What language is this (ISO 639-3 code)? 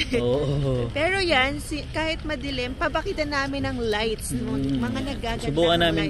fil